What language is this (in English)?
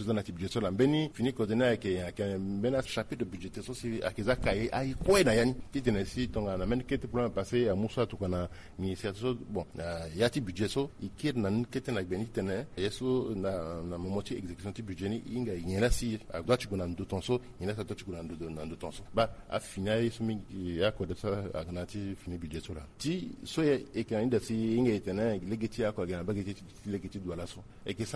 Sango